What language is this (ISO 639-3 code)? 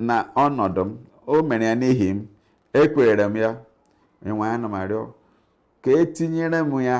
ibo